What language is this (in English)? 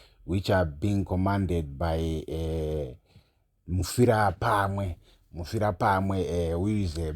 Shona